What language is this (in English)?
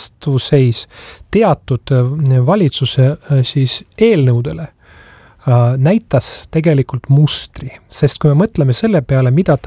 Estonian